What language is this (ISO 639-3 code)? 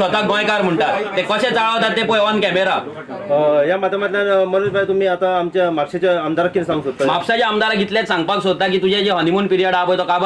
kok